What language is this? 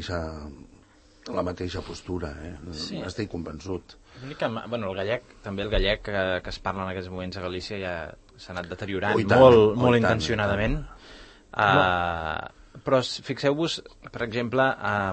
Catalan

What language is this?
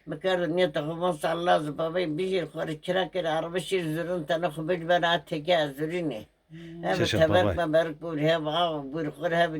Zaza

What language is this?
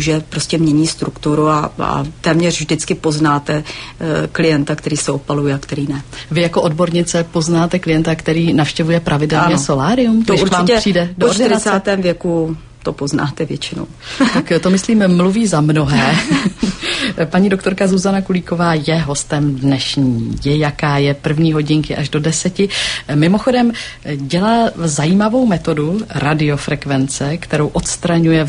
Czech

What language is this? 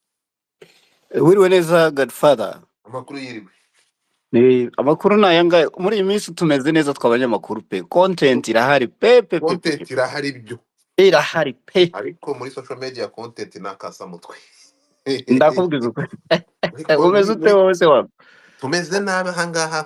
Kinyarwanda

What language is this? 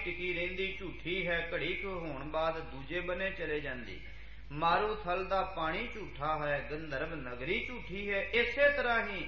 Punjabi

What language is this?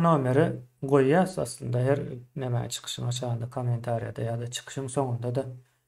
Turkmen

